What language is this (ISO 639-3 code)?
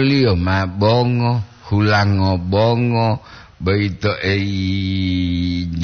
gor